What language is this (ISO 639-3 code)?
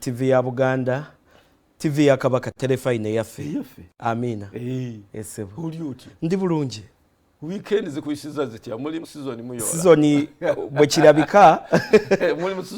lug